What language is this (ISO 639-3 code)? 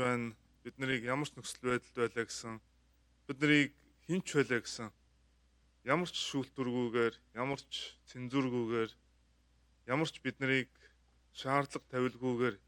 mon